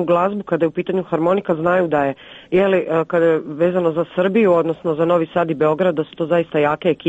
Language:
Croatian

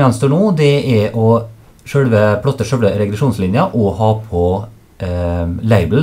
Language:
Norwegian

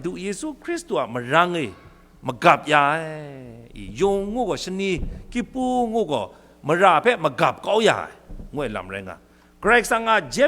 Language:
Kachin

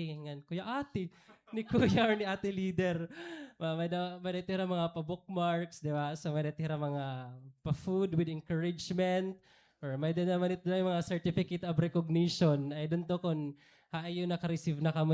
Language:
Waray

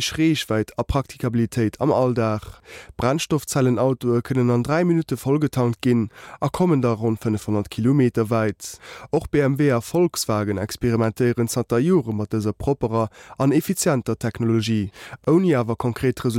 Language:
Luxembourgish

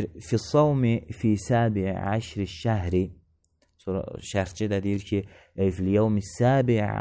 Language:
Azerbaijani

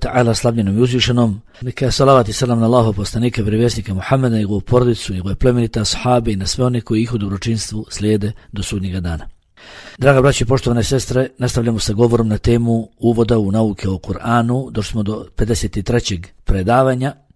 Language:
Bosnian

